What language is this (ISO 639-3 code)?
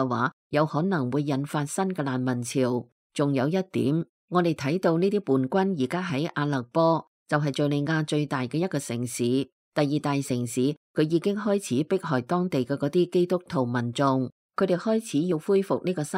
yue